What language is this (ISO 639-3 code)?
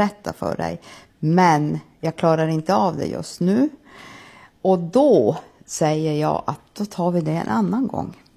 swe